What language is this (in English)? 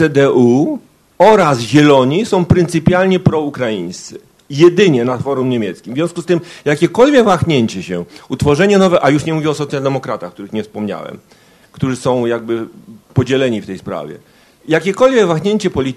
Polish